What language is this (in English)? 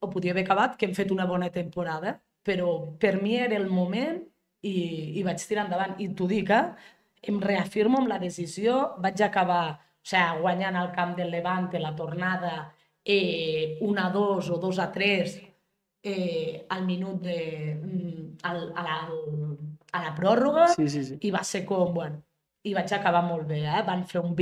Catalan